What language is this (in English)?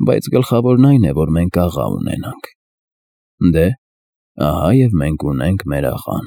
Armenian